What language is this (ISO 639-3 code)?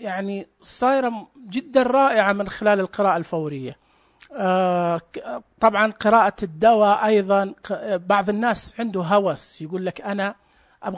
ars